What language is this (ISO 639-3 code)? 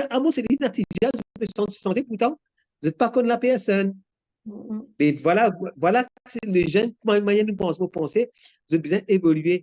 mfe